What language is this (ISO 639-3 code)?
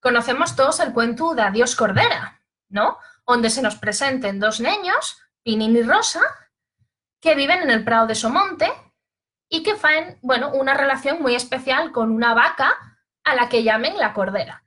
ast